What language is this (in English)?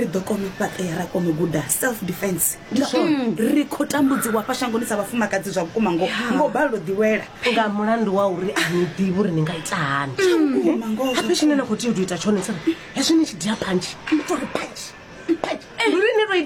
Venda